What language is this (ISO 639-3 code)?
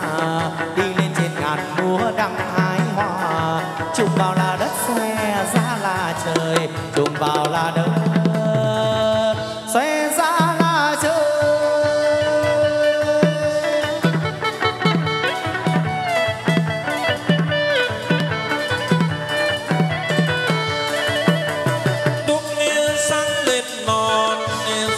vie